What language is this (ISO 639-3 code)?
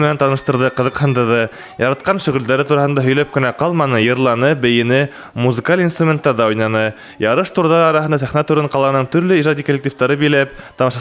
bak